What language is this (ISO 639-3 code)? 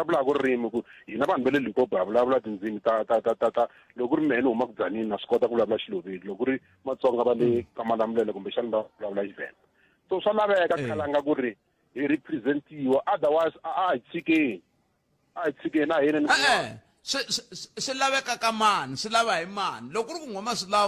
tso